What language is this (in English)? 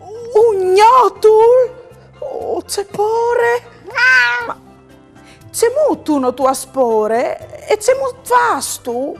Friulian